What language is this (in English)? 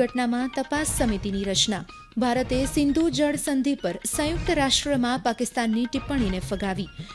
Gujarati